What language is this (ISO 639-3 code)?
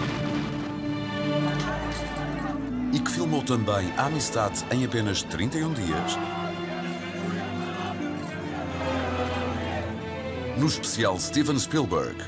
por